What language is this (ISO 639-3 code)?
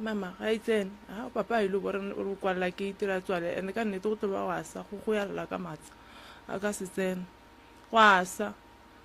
nso